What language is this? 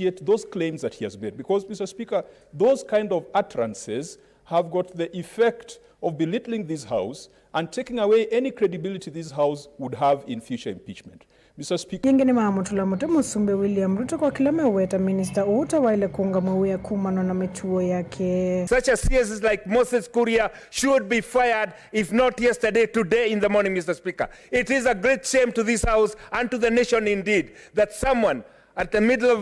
Kamba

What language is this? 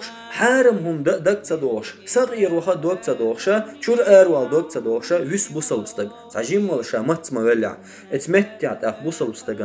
Chechen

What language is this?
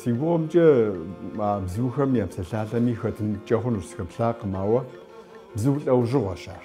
Kabardian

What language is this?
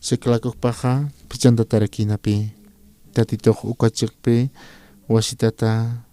Aymara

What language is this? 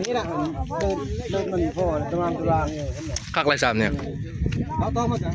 Northeastern Thai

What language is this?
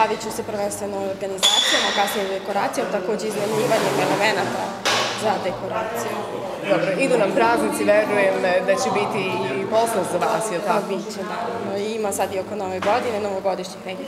Serbian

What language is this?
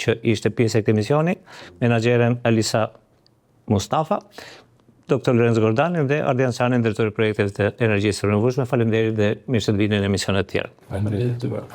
Albanian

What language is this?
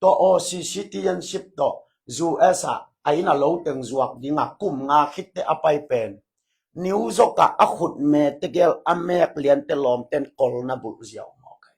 Tedim Chin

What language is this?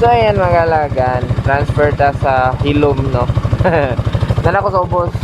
Cebuano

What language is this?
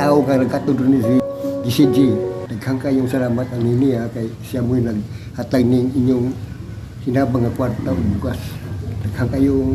Cebuano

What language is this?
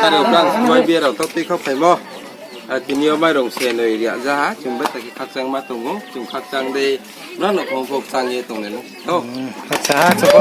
Riang (India)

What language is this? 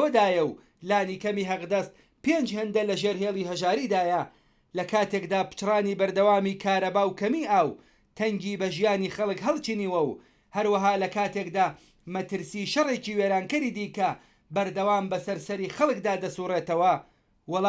Central Kurdish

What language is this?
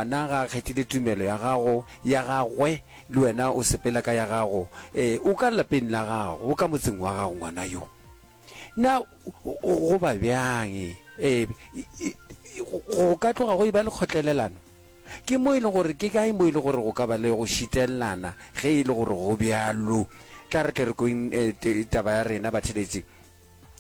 Northern Sotho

